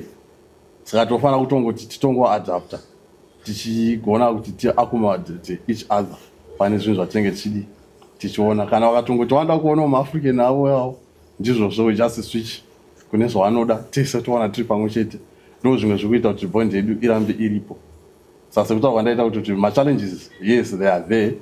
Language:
Shona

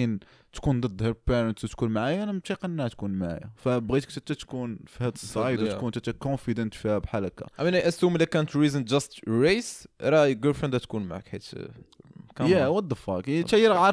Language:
Moroccan Arabic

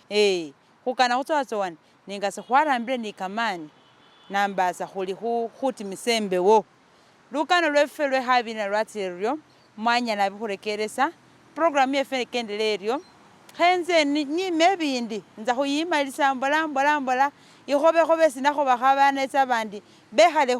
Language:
Masaaba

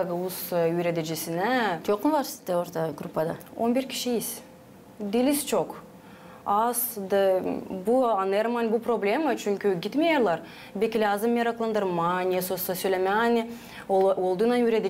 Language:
Gagauz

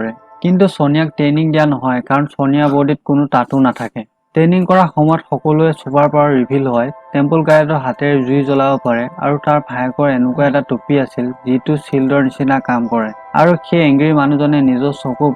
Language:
Assamese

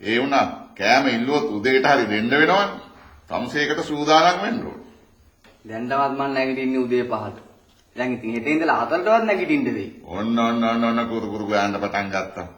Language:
Sinhala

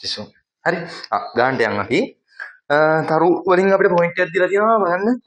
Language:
Sinhala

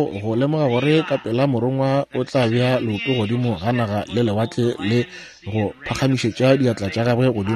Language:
Northern Sotho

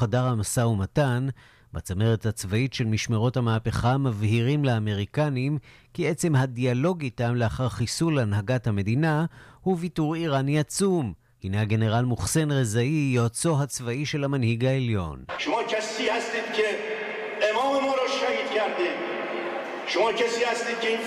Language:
Hebrew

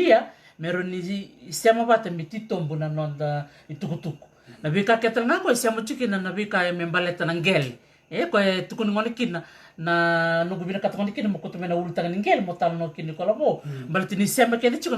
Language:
Fijian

